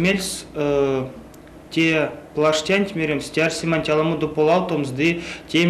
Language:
Erzya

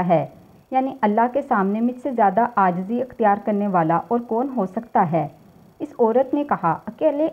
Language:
Urdu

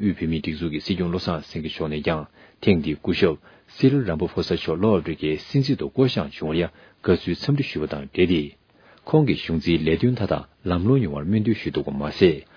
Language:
Tibetan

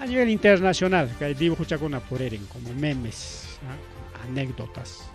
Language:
Ayacucho Quechua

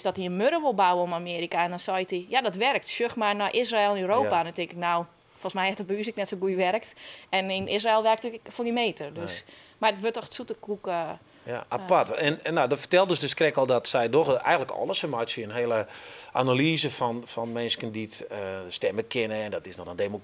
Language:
Western Frisian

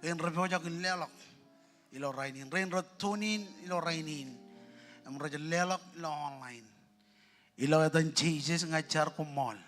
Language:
Marshallese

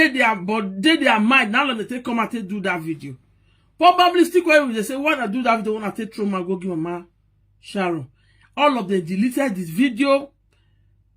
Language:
Nigerian Pidgin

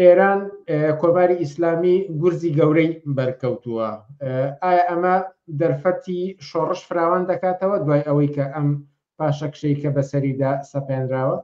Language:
Central Kurdish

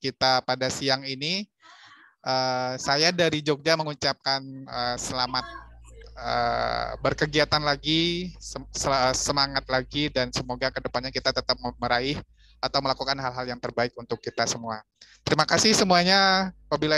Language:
Indonesian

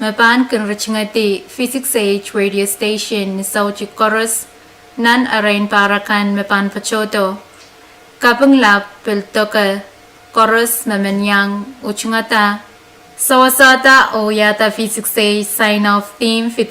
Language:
Pohnpeian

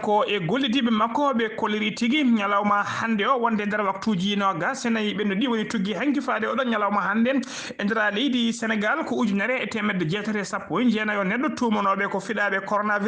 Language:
Fula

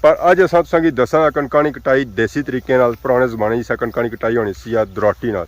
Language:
Pahari-Potwari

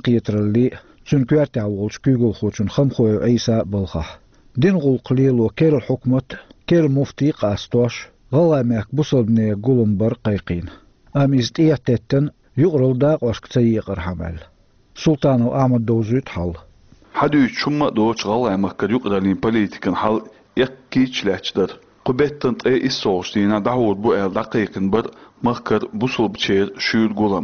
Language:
Chechen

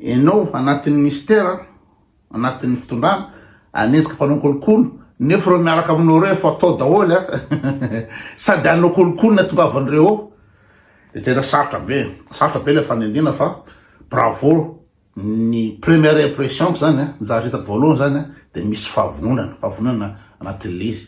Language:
Malagasy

